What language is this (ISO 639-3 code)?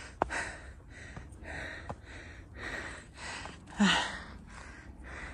fil